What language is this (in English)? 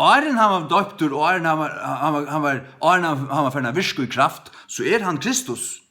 Faroese